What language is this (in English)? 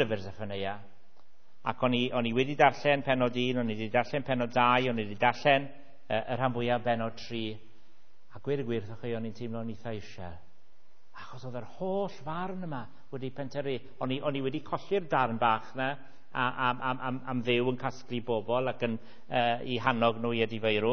Welsh